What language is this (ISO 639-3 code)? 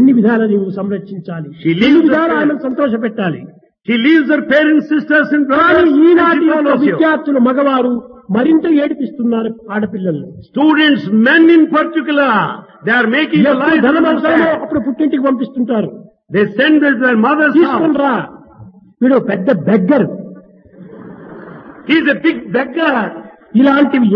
tel